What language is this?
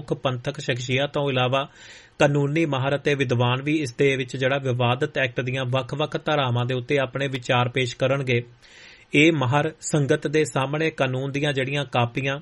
Punjabi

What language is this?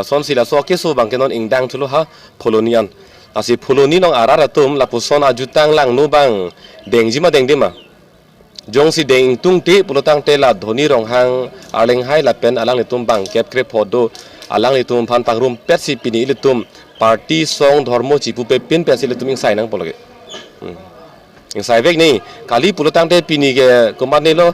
Karbi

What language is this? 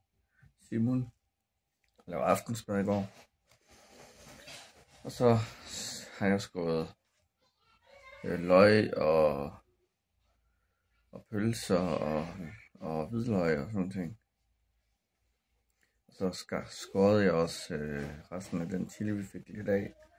Danish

